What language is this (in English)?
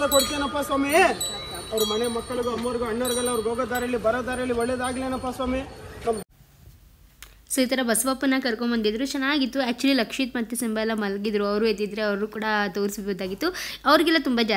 Kannada